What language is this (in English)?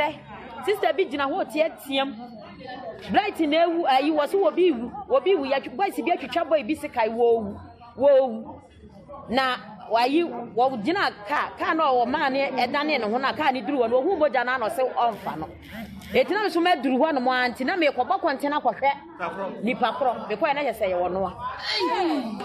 Akan